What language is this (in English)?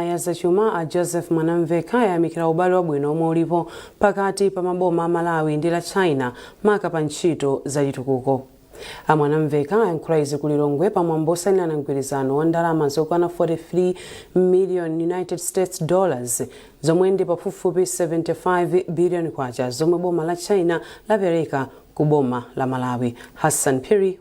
Nyanja